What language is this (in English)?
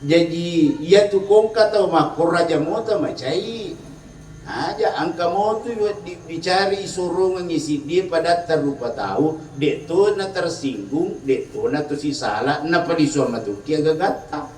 Buginese